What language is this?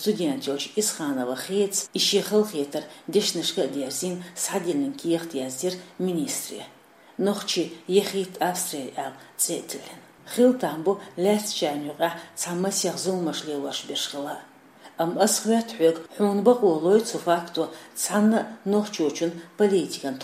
Chechen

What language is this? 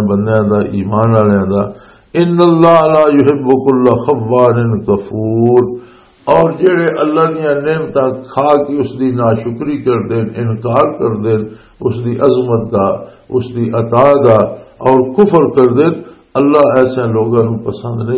Western Panjabi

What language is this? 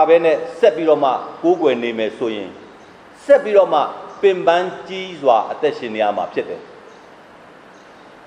Burmese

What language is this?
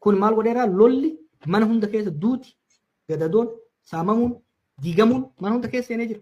Oromo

